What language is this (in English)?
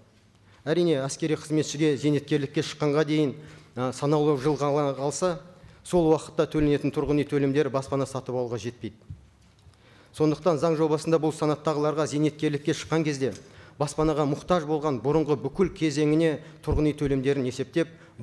Kazakh